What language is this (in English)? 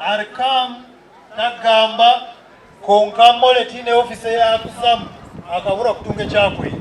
Nyankole